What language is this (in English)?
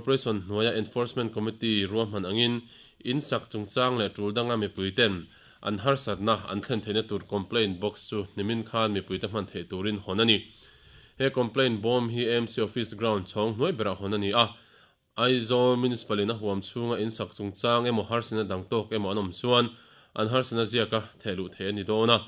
Mizo